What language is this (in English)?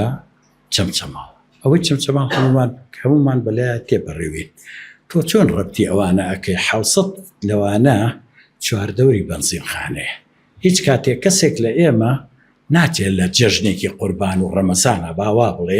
Central Kurdish